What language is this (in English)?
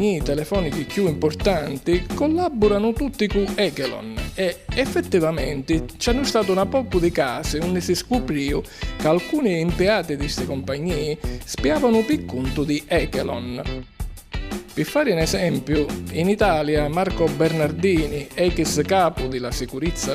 Sicilian